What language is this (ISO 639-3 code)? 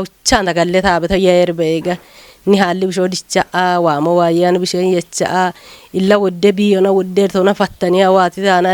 kbr